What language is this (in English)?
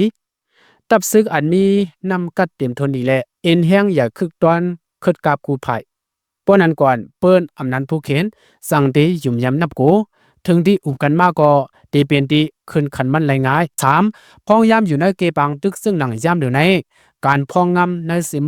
Shan